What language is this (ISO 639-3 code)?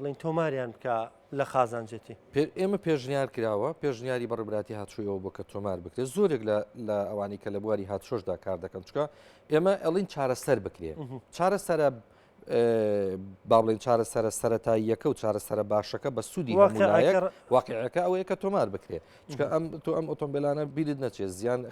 ckb